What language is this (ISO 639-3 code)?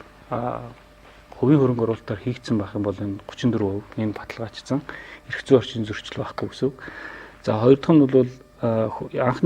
mon